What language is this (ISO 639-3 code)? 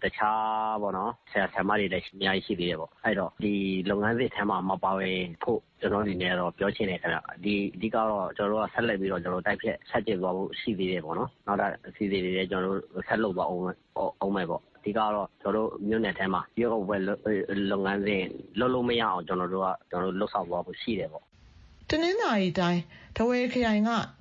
mya